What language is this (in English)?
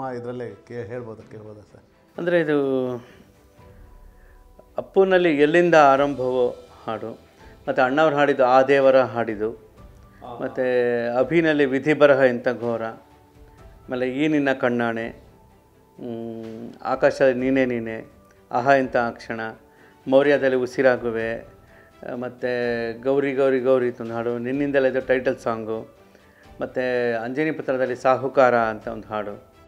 Kannada